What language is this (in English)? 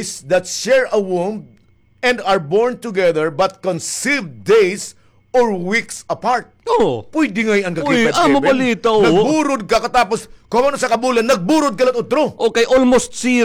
Waray